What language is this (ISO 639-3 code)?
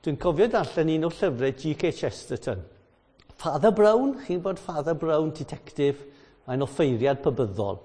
cym